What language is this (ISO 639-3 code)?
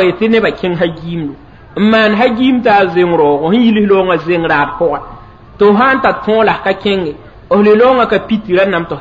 mos